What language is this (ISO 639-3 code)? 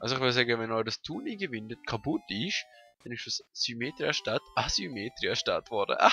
gsw